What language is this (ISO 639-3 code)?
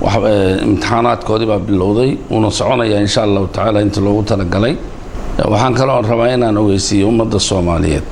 som